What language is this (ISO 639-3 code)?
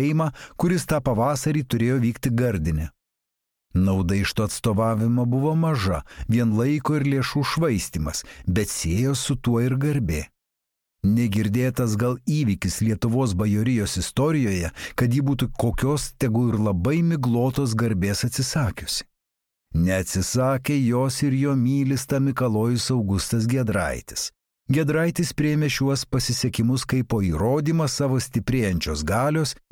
lit